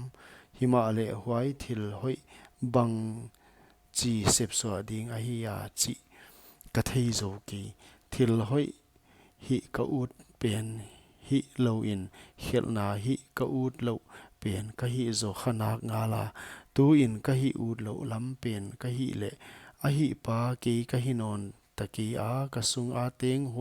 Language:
Paite Chin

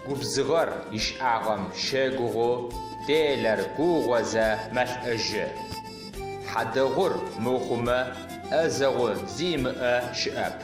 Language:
Adyghe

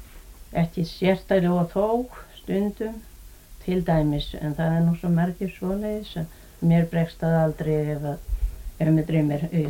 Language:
Icelandic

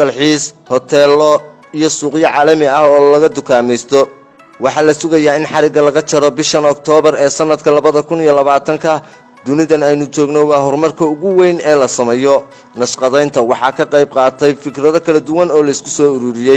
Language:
Somali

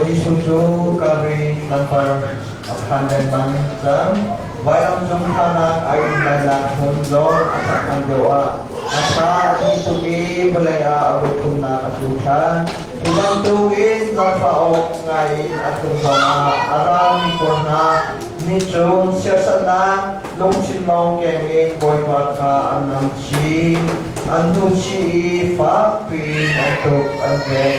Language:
Hakha Chin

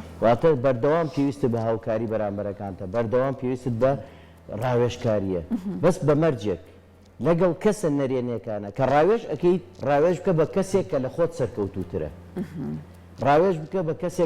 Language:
Central Kurdish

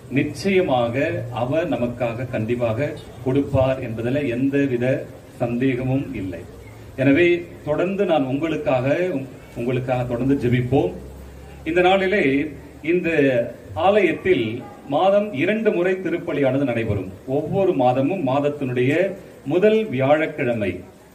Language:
Tamil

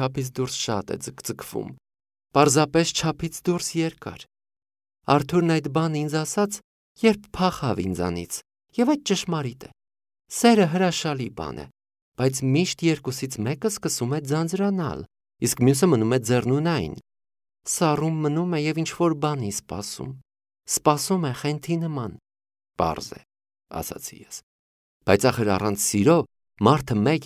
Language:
Armenian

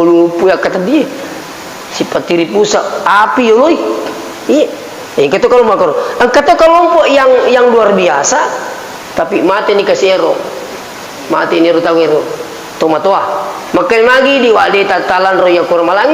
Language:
Buginese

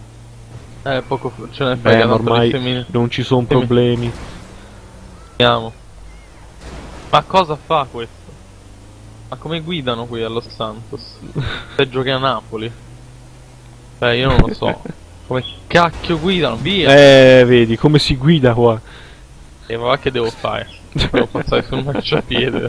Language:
Italian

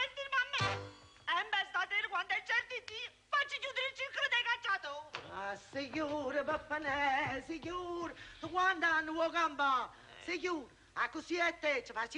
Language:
Neapolitan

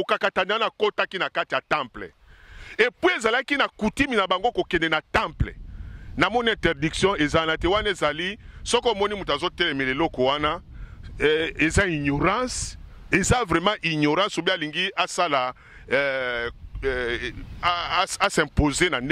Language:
Lingala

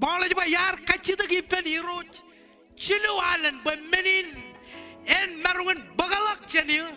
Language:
Marshallese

